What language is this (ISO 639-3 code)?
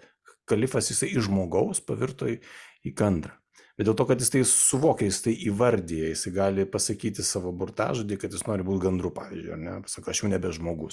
lit